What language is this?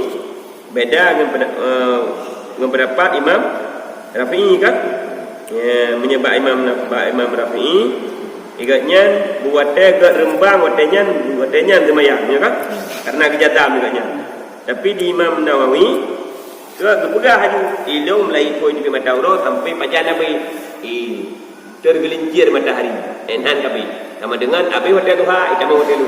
Achinese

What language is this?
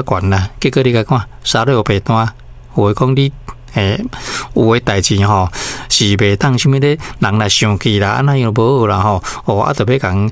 Min Nan Chinese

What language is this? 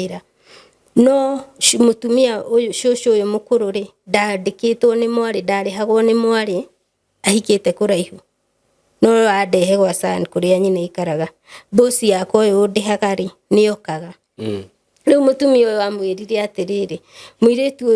Kikuyu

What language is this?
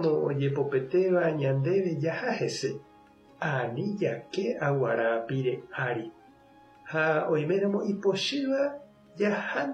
Guarani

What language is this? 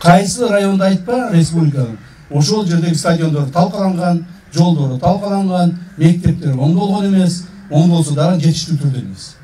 Kyrgyz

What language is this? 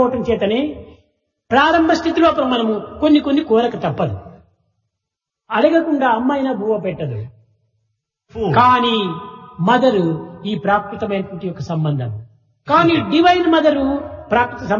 Telugu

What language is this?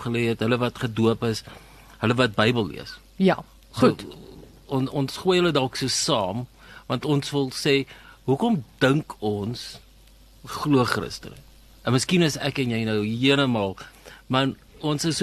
Afrikaans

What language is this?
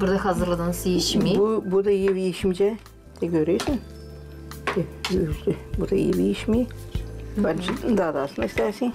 Gagauz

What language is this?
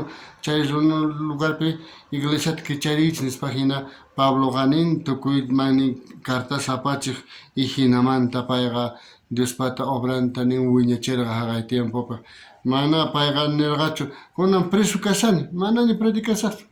South Bolivian Quechua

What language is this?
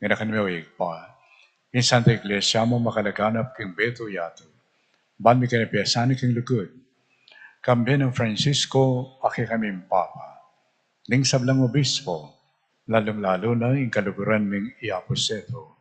Pampanga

